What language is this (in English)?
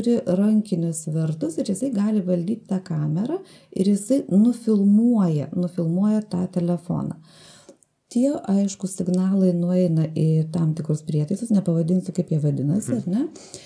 Lithuanian